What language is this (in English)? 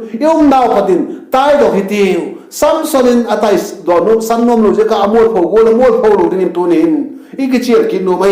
Vaiphei